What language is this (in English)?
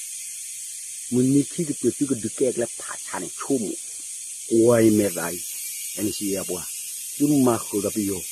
S'gaw Karen